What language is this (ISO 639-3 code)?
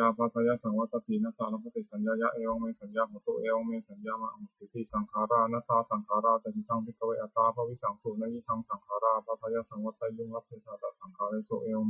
pli